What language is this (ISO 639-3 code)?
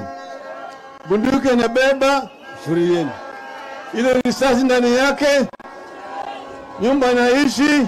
swa